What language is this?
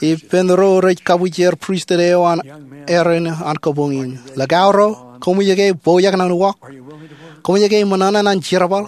Marshallese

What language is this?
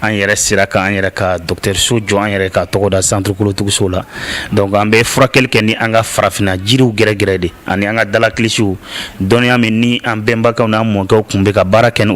Bambara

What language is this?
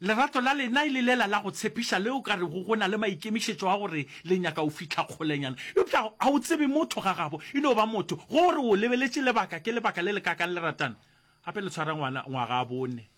Northern Sotho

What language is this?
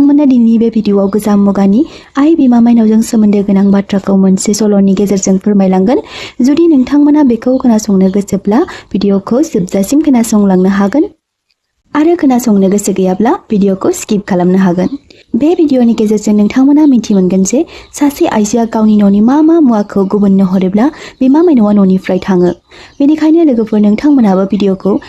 Bodo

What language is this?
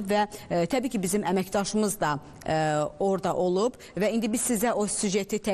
Azerbaijani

